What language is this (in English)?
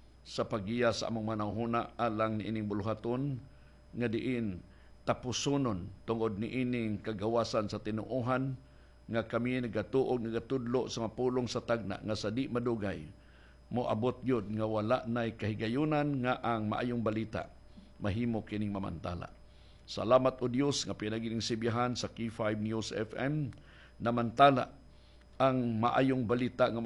Cebuano